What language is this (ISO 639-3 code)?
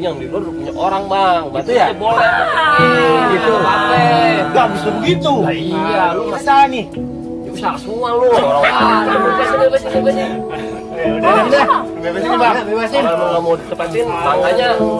bew